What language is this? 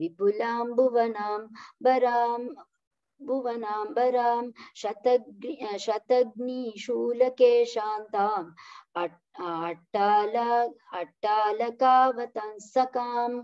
Sanskrit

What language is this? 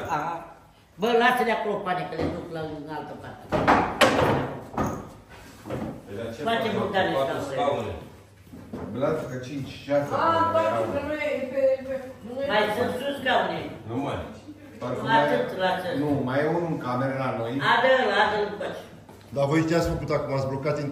Romanian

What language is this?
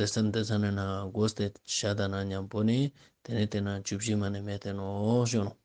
Ladakhi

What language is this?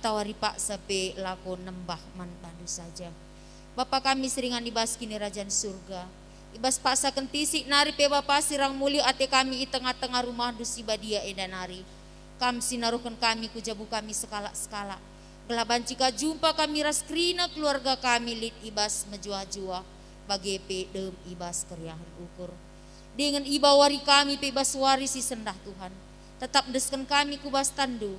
Batak Karo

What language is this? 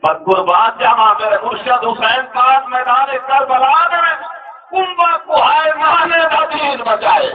Saraiki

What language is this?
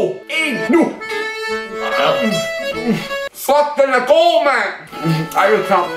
Danish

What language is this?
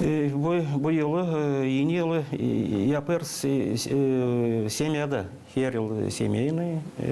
Gagauz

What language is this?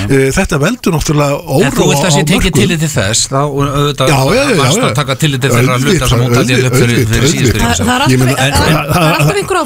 Icelandic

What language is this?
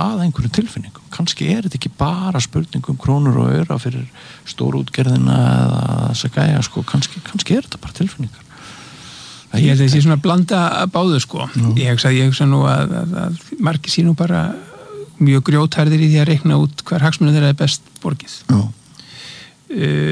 Icelandic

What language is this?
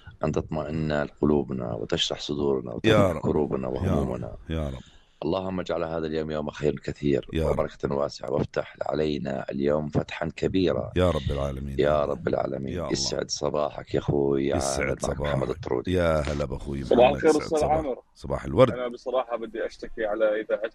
North Levantine Arabic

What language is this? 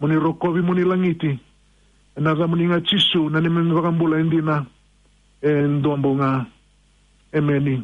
Fijian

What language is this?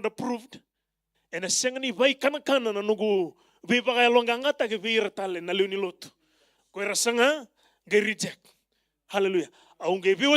Fijian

